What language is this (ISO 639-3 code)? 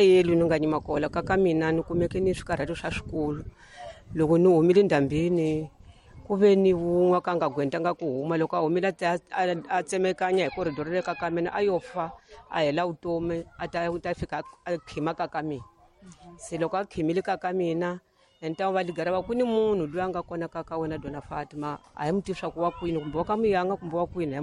tso